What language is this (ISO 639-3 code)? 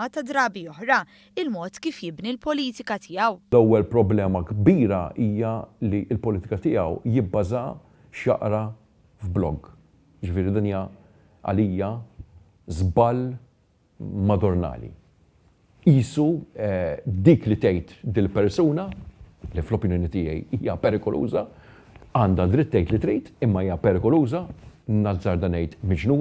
mlt